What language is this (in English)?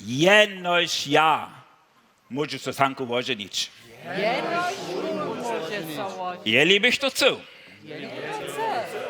Upper Sorbian